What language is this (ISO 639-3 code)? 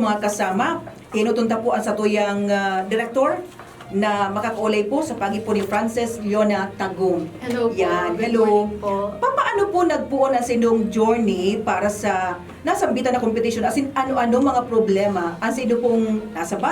bik